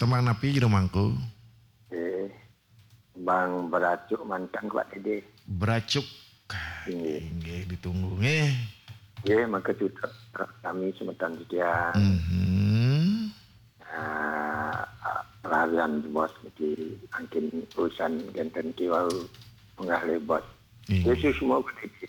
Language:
Balinese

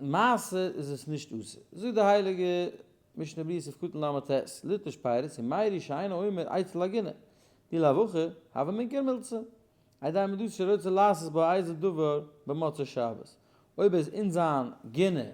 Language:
Yiddish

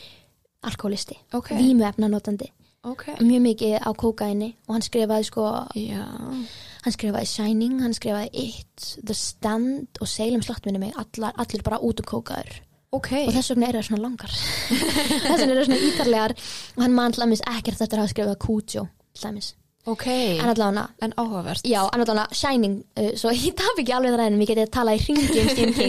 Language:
Icelandic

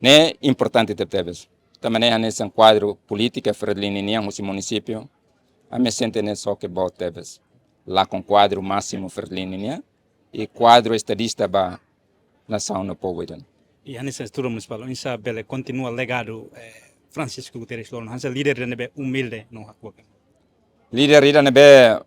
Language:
Tetum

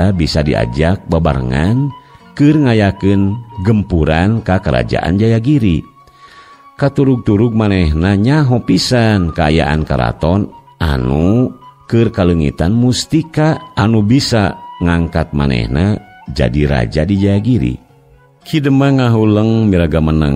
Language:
Sundanese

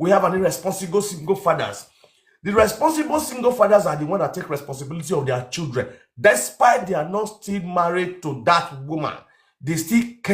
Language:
Nigerian Pidgin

